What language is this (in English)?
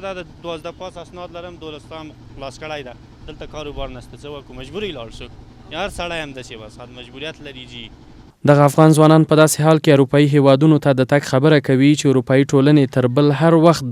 Pashto